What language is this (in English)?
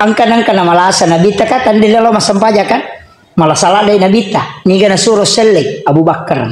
Buginese